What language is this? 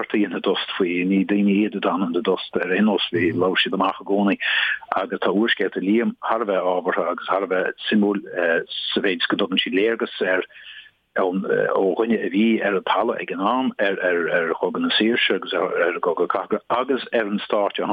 Irish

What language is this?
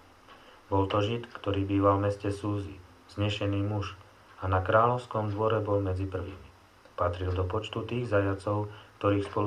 Slovak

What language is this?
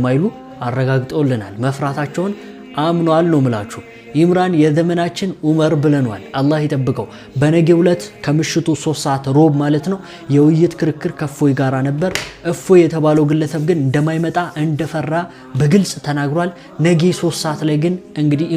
Amharic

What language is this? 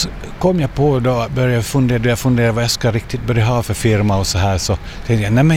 Swedish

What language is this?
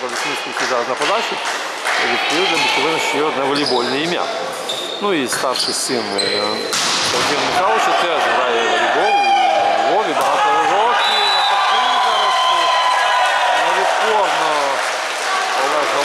Ukrainian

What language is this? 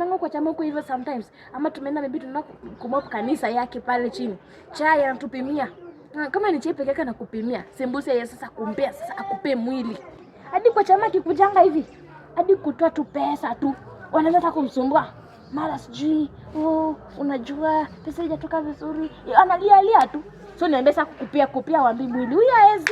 Swahili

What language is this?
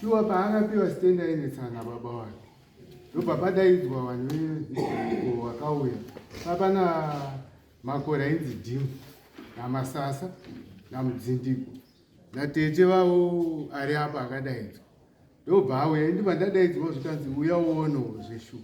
Shona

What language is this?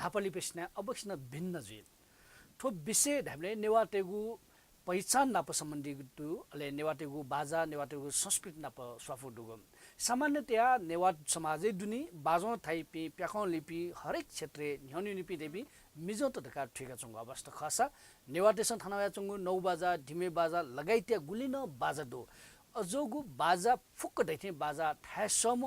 Newari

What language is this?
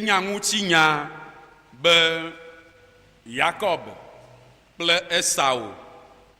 Ewe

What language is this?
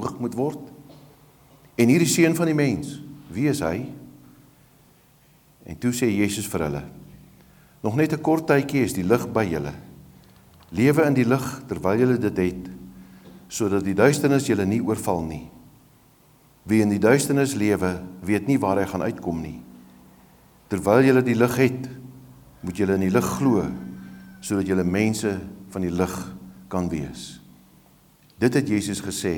Afrikaans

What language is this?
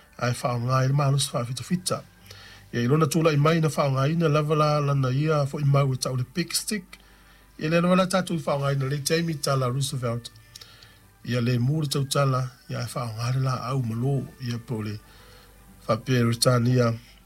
Samoan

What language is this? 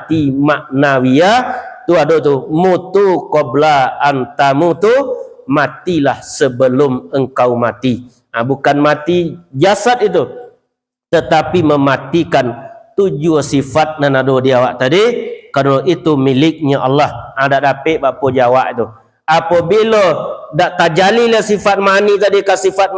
Minangkabau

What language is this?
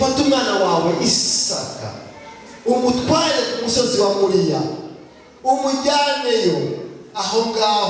Kinyarwanda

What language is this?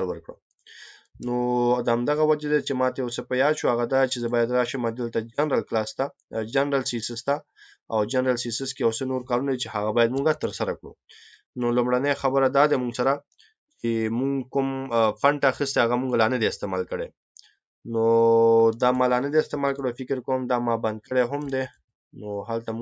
Pashto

